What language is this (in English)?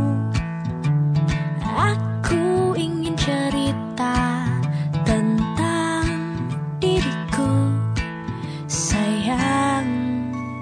Indonesian